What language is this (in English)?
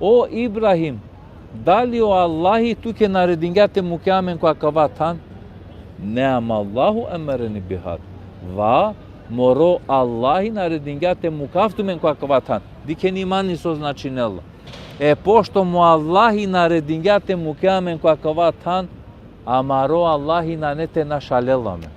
Balkan Romani